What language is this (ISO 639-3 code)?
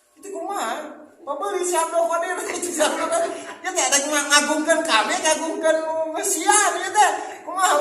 sun